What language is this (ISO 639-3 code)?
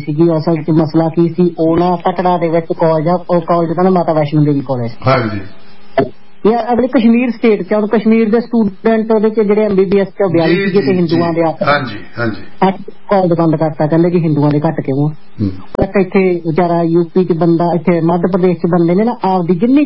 pan